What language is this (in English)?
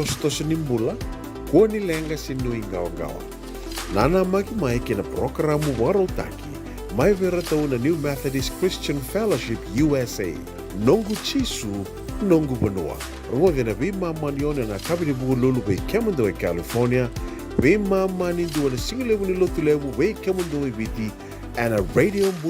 Fijian